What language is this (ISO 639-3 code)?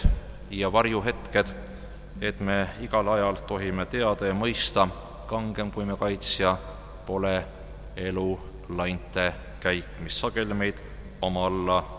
est